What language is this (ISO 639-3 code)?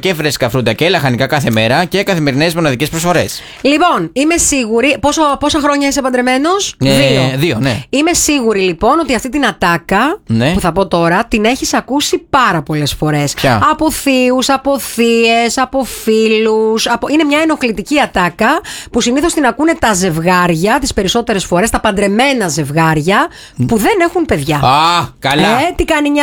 ell